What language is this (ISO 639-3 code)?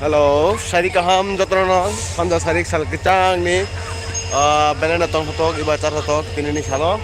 trp